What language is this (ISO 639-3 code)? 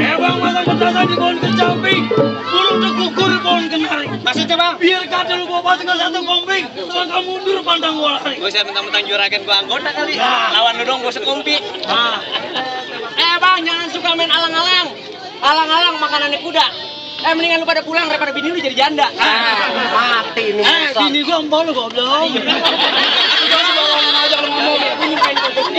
bew